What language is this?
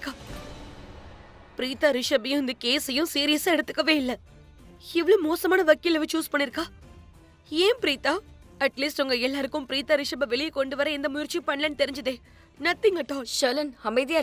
Tamil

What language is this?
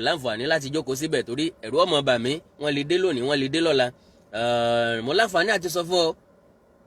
Yoruba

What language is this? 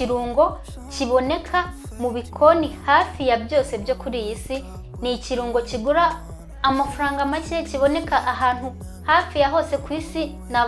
Kinyarwanda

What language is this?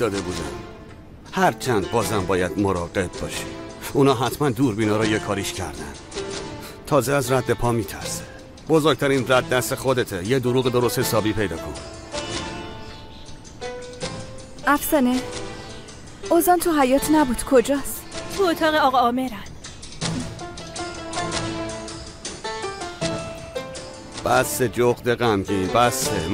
Persian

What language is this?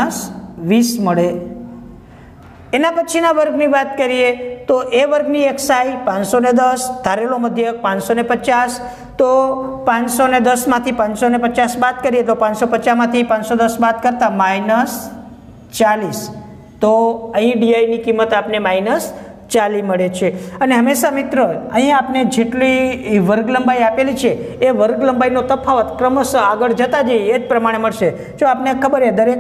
Gujarati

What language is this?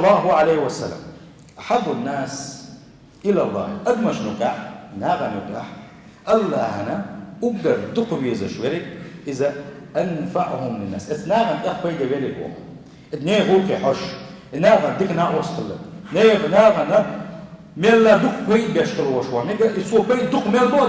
Chechen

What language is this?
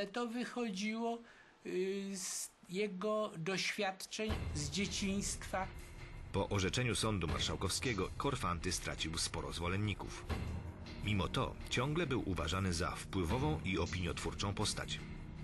Polish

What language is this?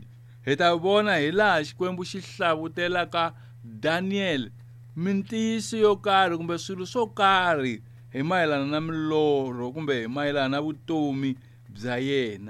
Tsonga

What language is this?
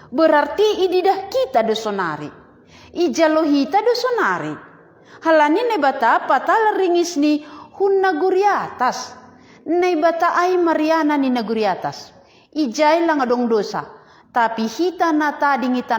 Batak Simalungun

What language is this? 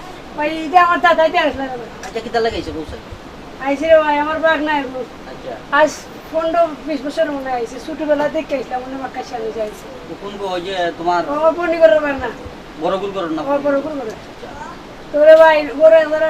Sylheti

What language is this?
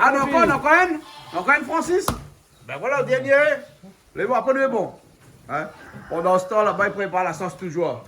Réunion Creole French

